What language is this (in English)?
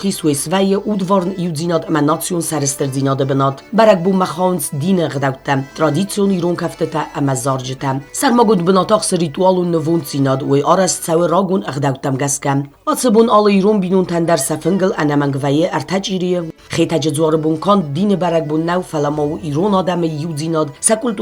Ossetic